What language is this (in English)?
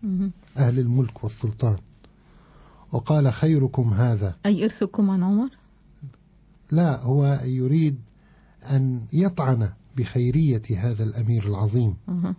Arabic